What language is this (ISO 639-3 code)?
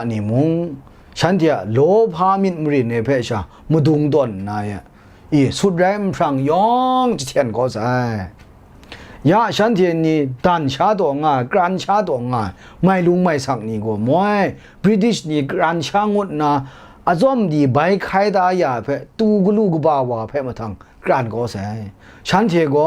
kac